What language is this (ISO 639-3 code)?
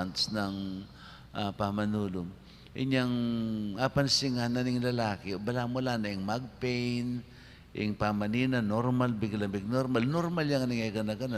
pam